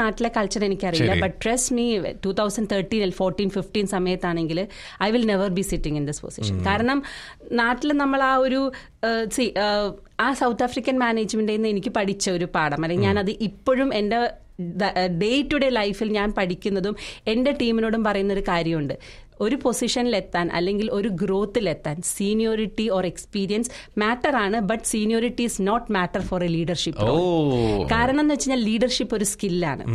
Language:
Malayalam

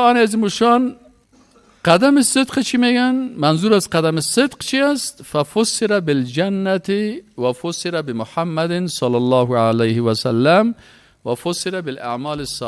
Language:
Persian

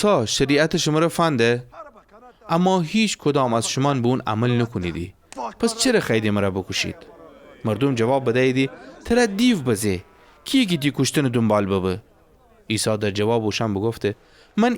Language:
Gilaki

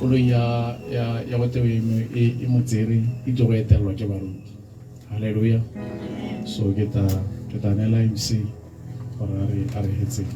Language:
Tswana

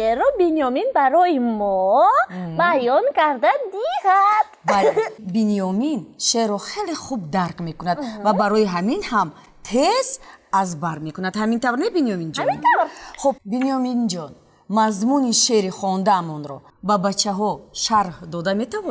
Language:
Tajik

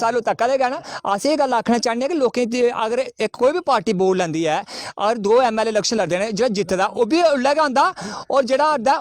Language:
Dogri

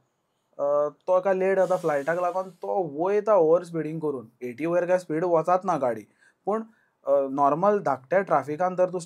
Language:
Konkani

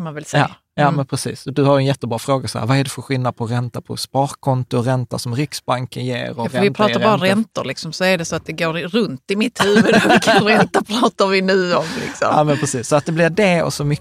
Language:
Swedish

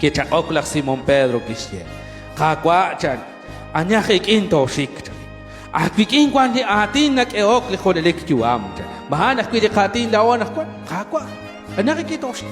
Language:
Kekchí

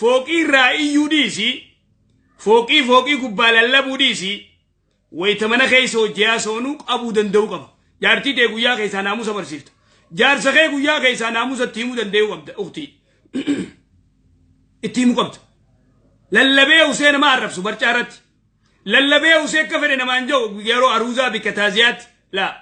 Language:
Oromo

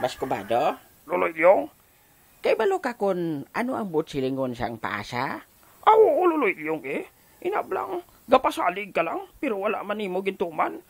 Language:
Hiligaynon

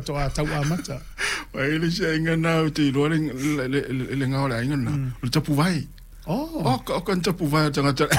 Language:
Samoan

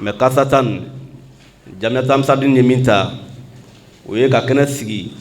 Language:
Bambara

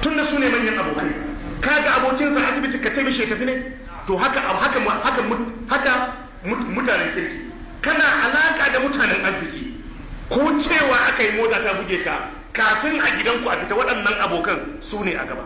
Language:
Hausa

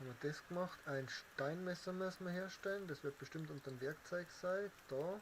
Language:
Bavarian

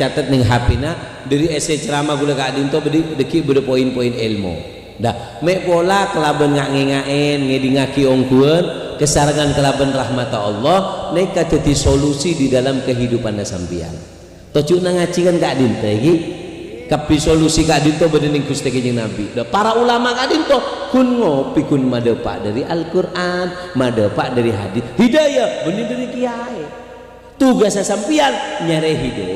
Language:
Madurese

